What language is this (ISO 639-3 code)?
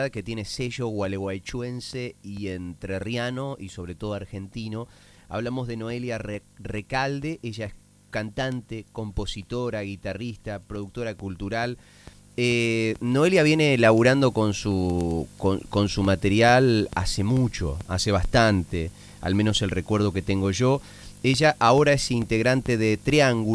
spa